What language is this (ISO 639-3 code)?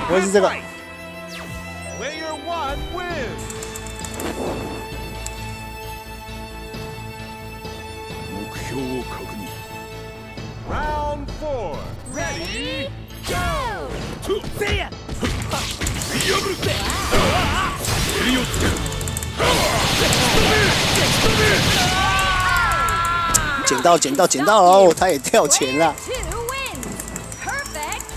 jpn